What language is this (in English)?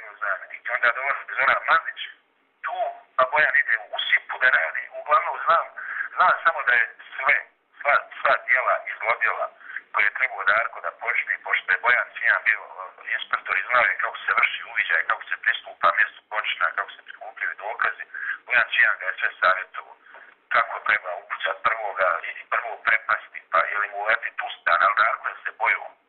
Bosnian